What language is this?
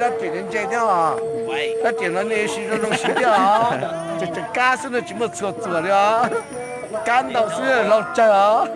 Hmong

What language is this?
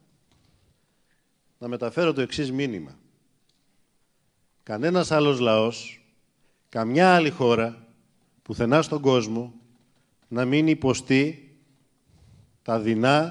Greek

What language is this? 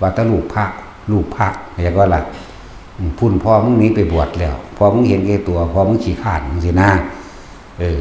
Northeastern Thai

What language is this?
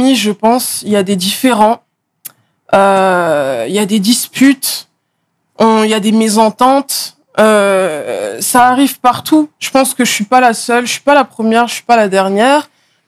French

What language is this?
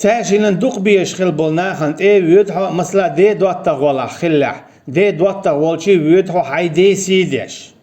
Chechen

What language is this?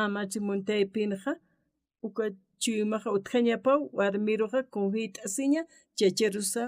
Aymara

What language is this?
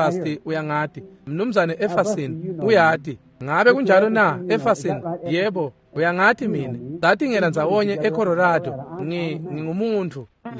Swati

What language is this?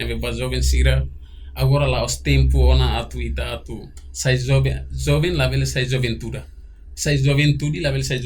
Tetum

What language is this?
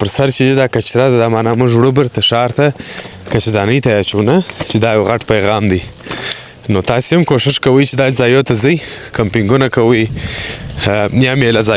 Pashto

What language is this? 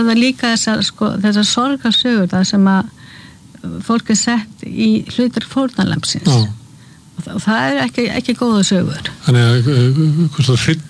Icelandic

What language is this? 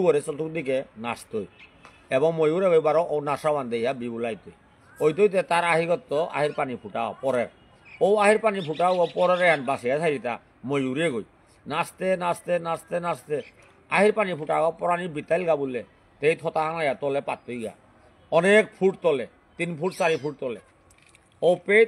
Bishnupriya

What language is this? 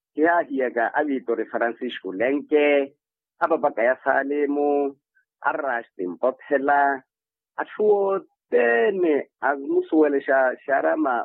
Makhuwa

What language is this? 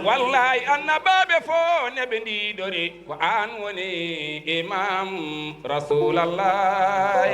Fula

